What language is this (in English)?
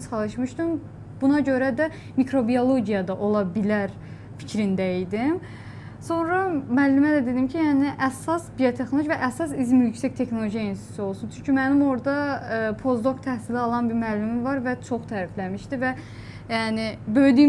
Azerbaijani